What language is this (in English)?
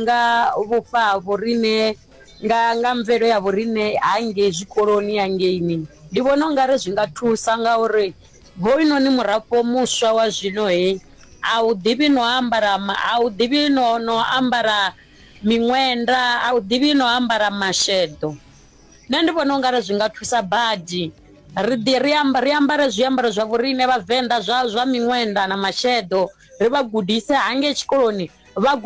Venda